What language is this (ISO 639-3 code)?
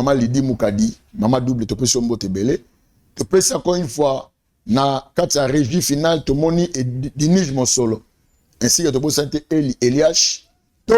lin